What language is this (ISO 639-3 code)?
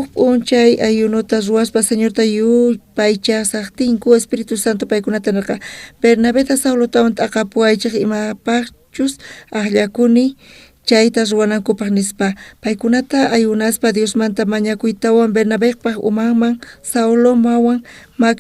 quh